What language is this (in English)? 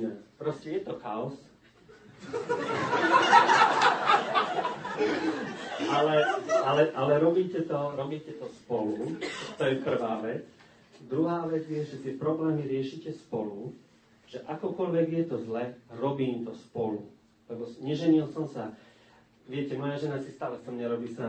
Slovak